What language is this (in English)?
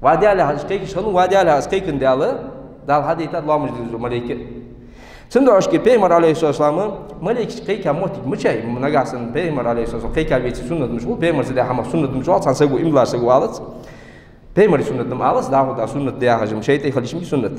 Ingush